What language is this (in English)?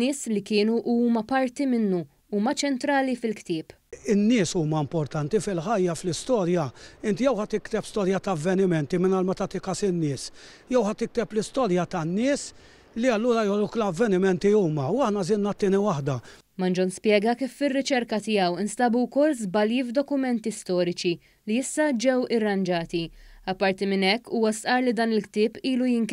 Maltese